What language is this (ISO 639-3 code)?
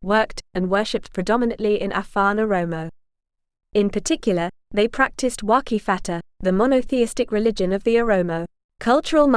eng